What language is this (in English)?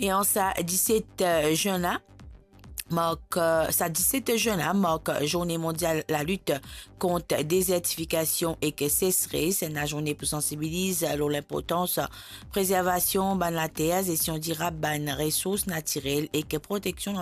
Morisyen